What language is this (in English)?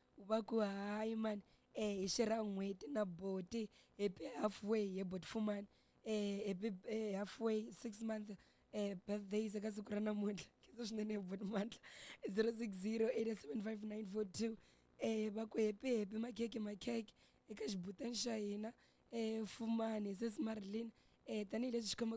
Tsonga